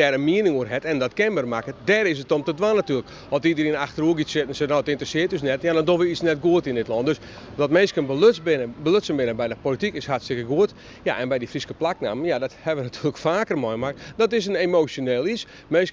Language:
Western Frisian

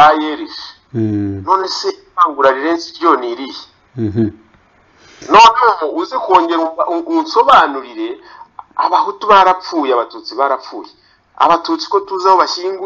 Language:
Kinyarwanda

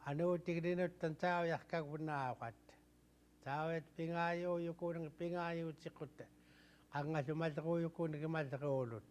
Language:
Central Yupik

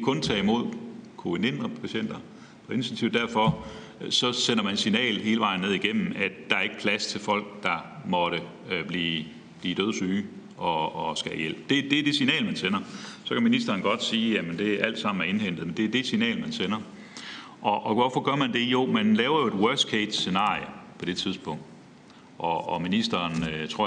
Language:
Danish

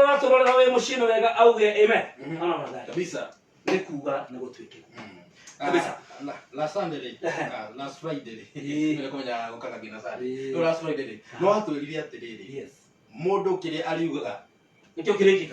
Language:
Kikuyu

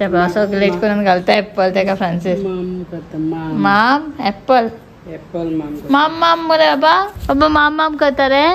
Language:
Konkani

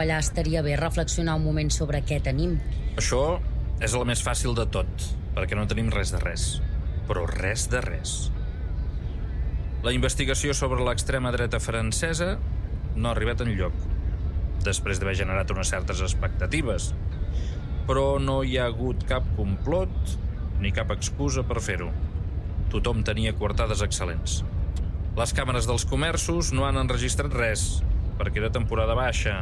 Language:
Catalan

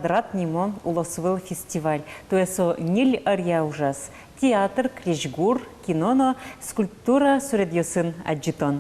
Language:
Udmurt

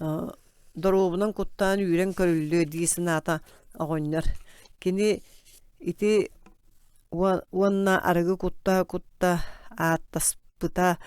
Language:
Yakut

